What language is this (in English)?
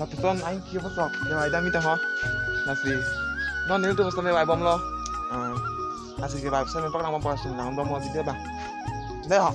Karbi